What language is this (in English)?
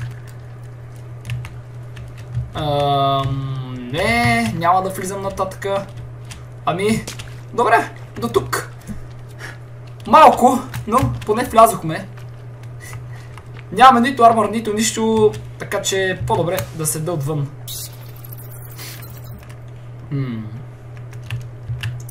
Bulgarian